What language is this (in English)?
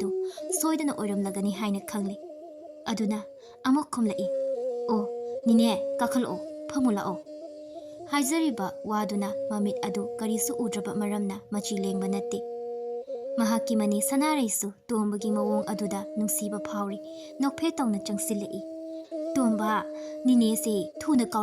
Manipuri